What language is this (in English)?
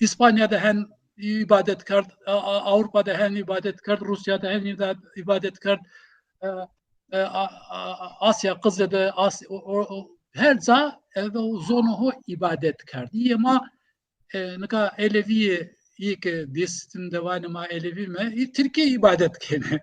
Zaza